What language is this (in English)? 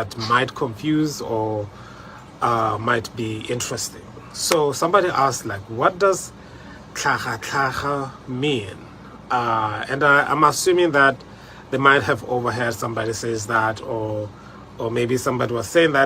Tswana